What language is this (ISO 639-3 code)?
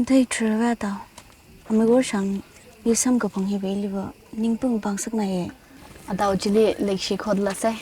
nmf